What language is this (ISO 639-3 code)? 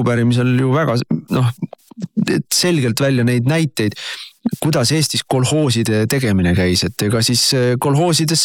est